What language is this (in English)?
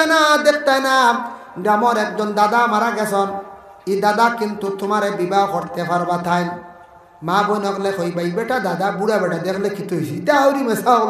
Sylheti